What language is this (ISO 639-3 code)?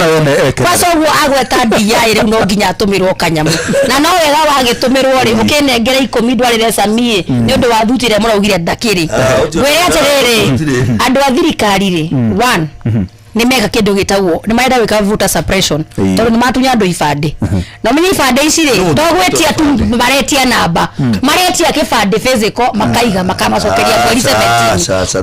kik